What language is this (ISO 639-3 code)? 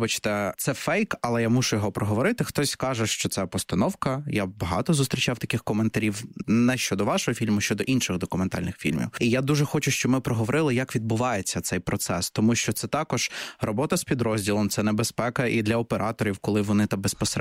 ukr